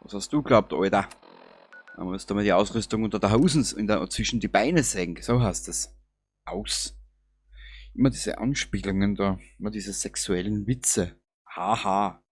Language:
Bavarian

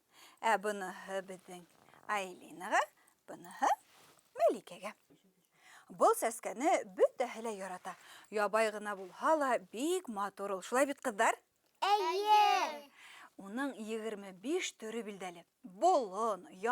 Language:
Bashkir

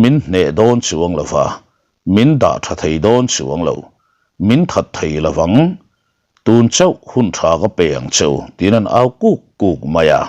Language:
Mizo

